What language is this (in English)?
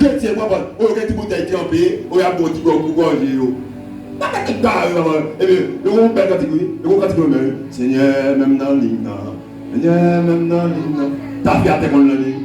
Haitian Creole